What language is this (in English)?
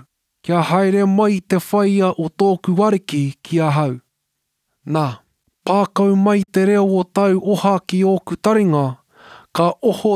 Māori